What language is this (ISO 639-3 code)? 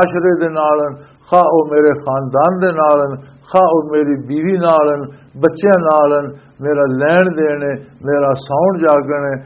lah